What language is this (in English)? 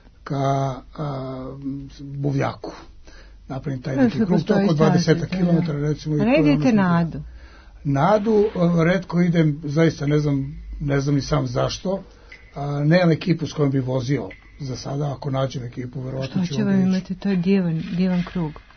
Serbian